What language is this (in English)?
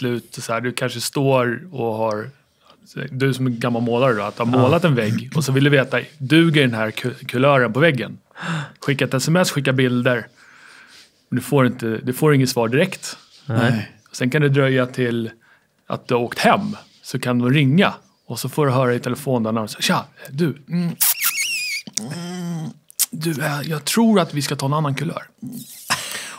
Swedish